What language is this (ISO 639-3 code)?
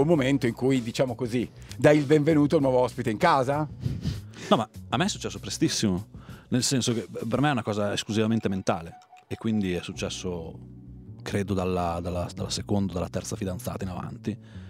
ita